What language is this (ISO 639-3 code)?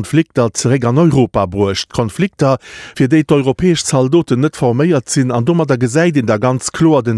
ltz